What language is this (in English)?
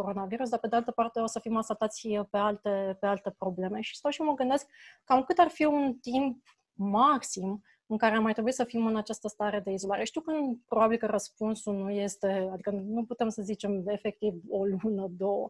Romanian